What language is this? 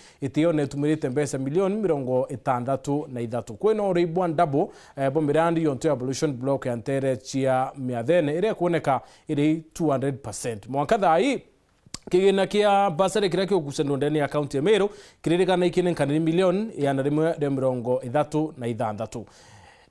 Meru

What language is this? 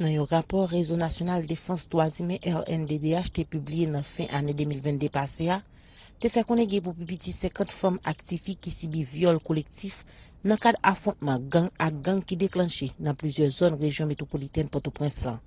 Haitian Creole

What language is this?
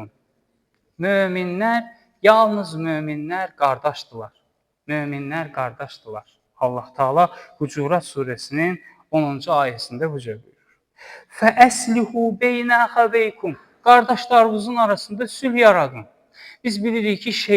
Azerbaijani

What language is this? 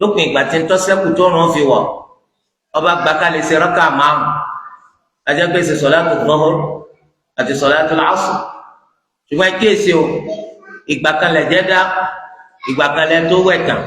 Yoruba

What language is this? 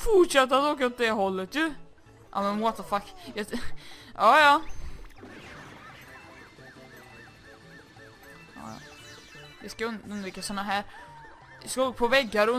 Swedish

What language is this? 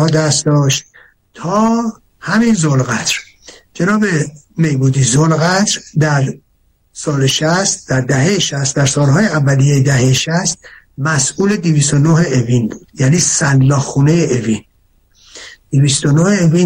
Persian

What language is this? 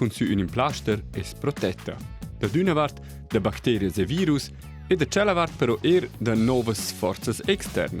Romansh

